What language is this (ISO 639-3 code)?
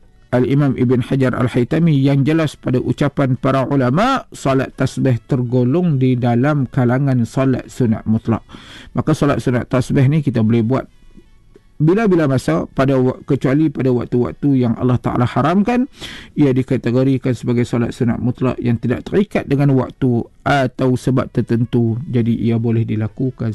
msa